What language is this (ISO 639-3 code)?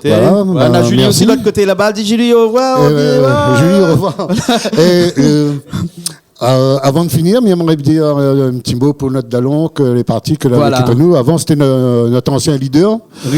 rcf